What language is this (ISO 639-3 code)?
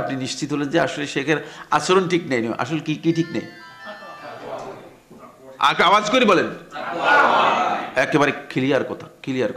ben